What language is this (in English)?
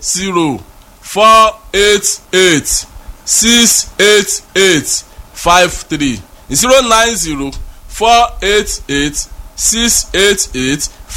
Yoruba